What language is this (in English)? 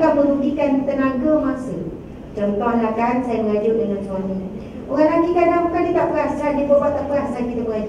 Malay